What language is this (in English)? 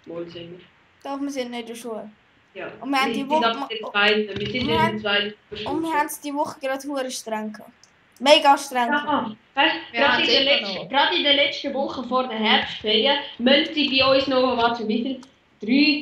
Swiss German